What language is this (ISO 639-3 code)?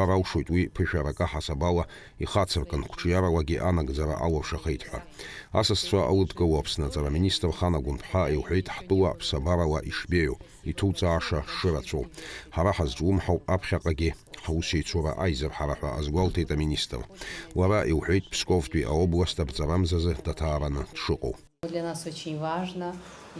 abk